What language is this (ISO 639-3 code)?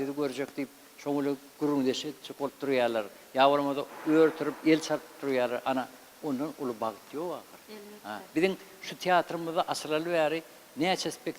tuk